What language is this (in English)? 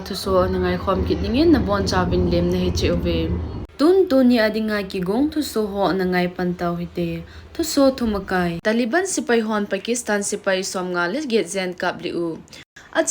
Thado Chin